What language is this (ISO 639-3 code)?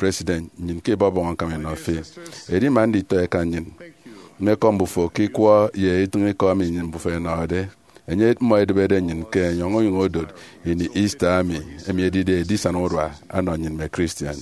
efi